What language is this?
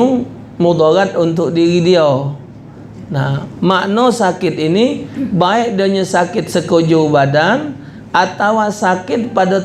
Musi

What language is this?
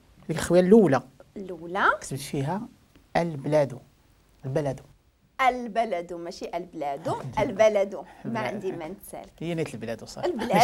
Moroccan Arabic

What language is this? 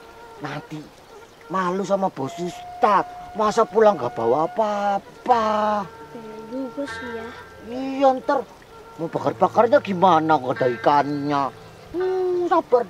Betawi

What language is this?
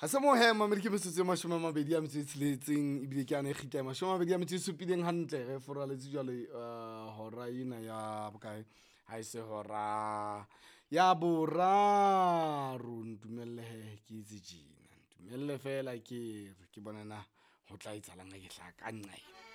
Southern Sotho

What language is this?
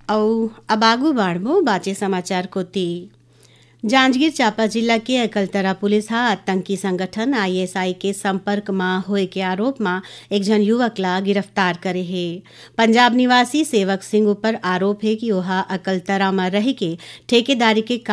Chhattisgarhi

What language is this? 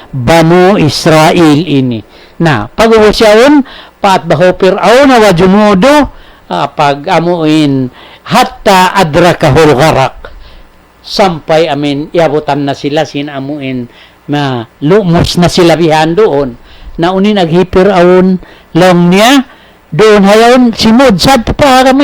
Tausug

